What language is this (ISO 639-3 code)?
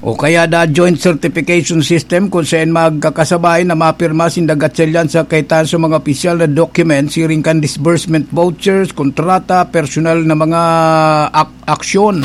bik